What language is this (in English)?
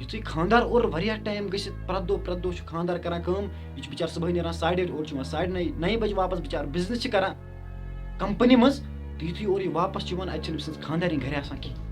Kashmiri